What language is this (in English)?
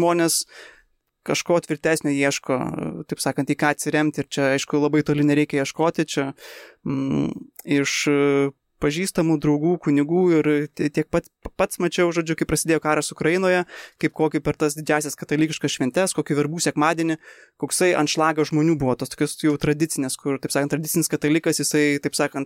Lithuanian